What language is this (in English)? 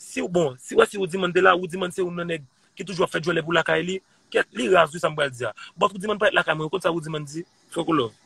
Haitian Creole